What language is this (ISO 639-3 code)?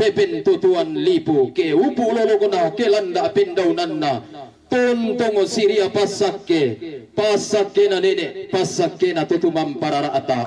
sda